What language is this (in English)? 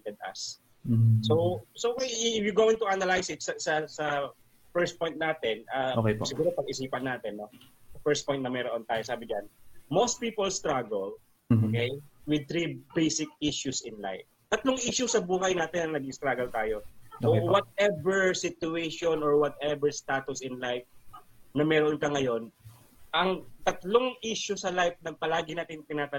Filipino